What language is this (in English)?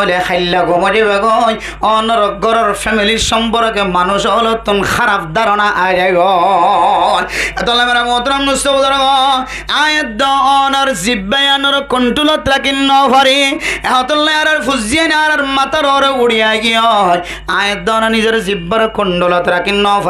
Rohingya